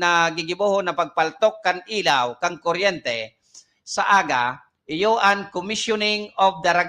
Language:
Bikol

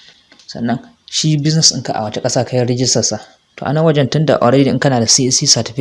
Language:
Hausa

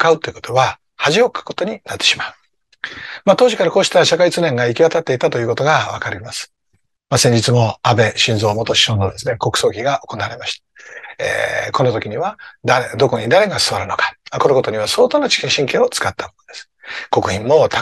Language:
Japanese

